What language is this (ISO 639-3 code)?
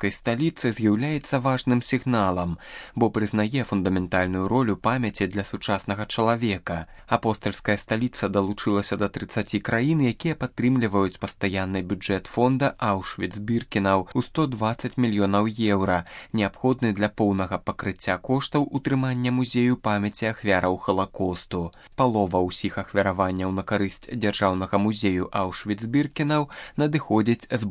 bel